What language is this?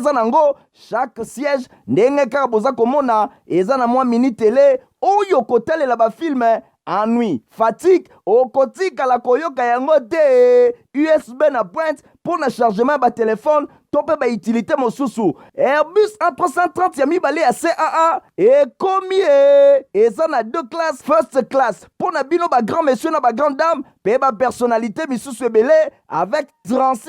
Lingala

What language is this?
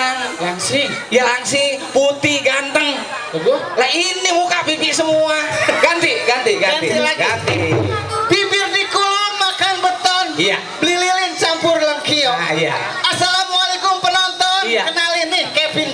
Betawi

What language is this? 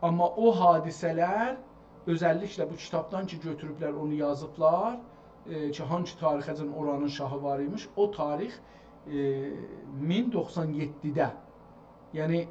South Azerbaijani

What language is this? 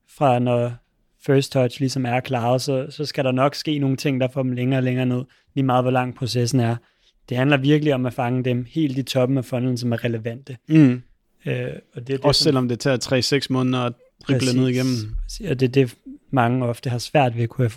Danish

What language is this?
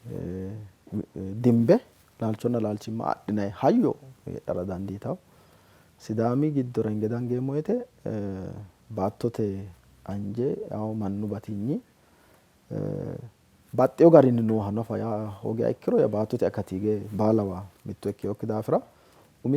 Sidamo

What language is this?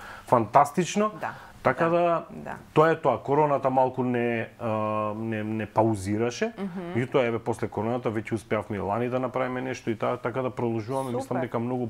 Macedonian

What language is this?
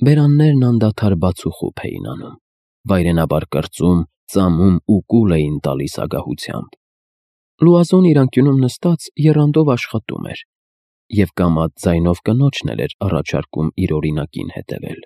Armenian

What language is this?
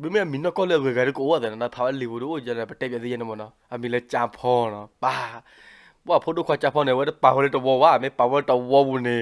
S'gaw Karen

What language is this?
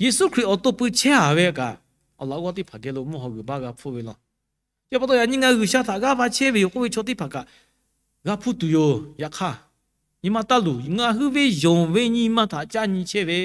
Lahu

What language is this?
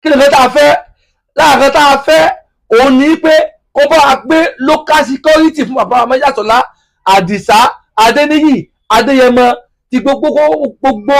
Yoruba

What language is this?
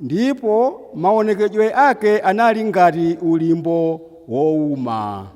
Nyanja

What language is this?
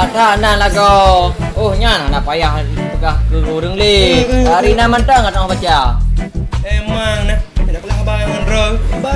Achinese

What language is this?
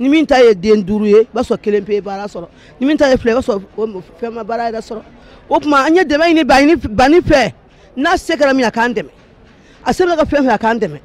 Bambara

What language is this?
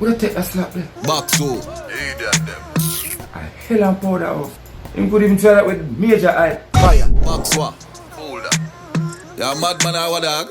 Jamaican Creole English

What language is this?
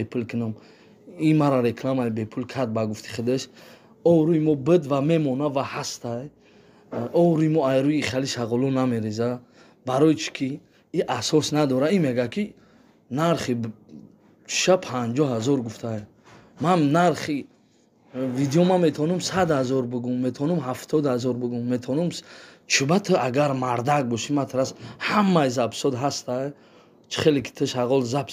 Tajik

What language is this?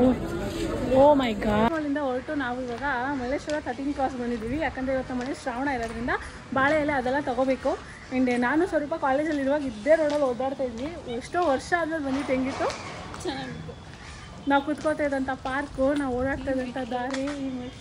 Kannada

